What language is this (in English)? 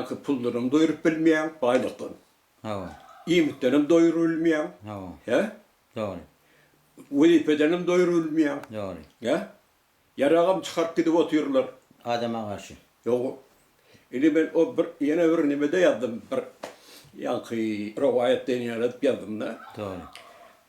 Turkmen